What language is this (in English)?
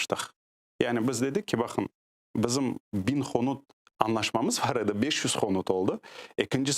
Crimean Tatar